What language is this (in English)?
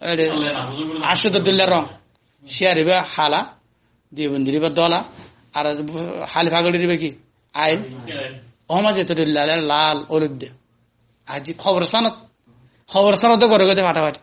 Rohingya